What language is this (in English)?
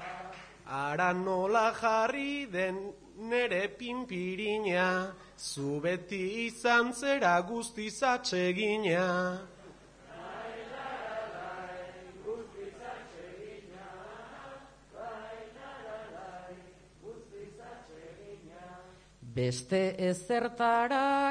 Basque